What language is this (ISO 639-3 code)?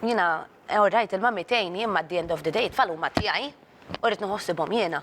mlt